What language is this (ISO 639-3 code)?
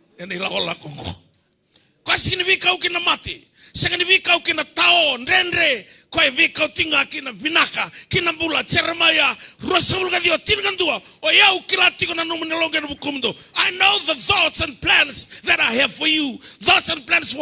fij